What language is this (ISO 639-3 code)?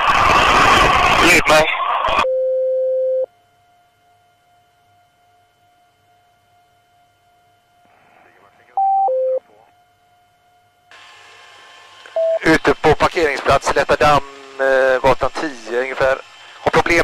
swe